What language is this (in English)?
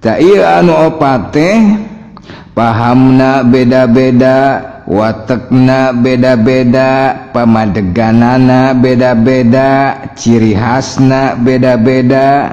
Sundanese